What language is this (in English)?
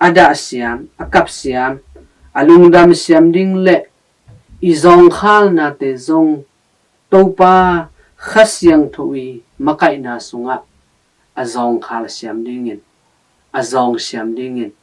Tedim Chin